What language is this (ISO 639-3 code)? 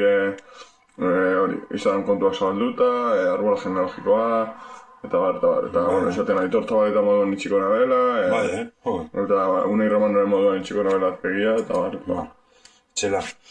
eus